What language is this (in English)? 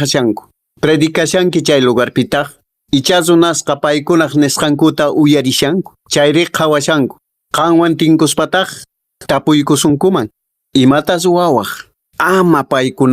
Quechua